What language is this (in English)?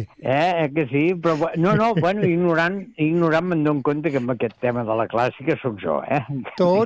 Catalan